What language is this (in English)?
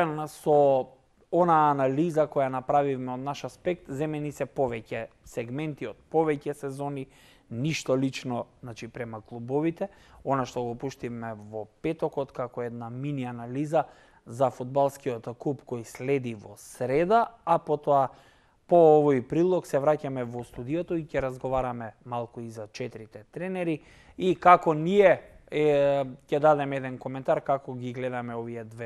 Macedonian